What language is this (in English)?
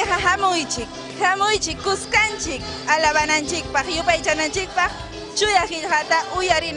Ayacucho Quechua